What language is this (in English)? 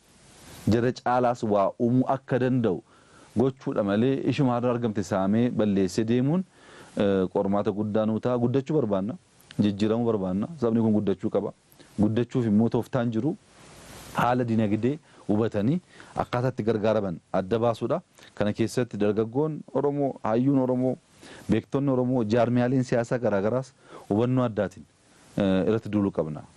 Oromo